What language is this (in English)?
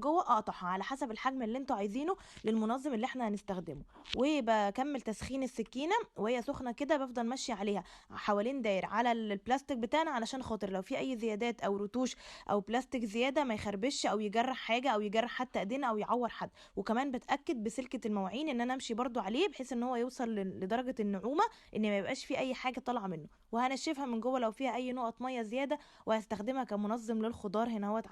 Egyptian Arabic